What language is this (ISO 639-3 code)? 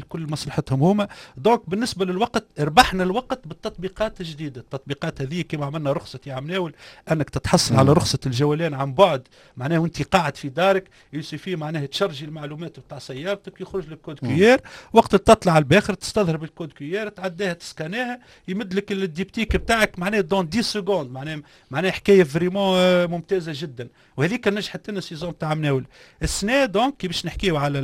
aeb